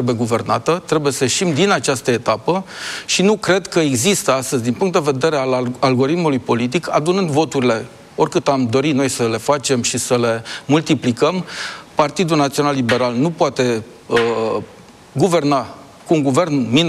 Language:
Romanian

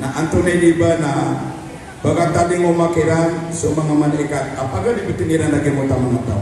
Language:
Maranao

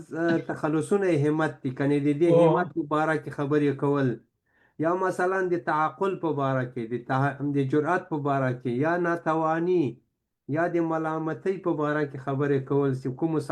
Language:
Pashto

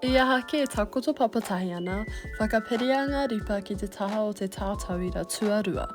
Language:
Māori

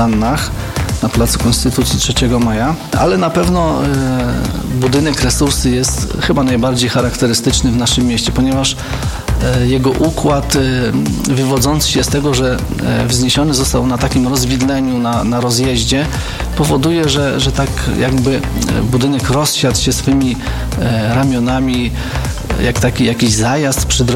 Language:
Polish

